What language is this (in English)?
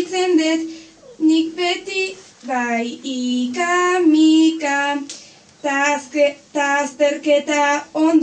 Basque